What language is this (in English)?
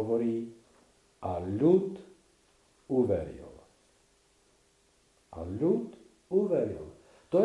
Slovak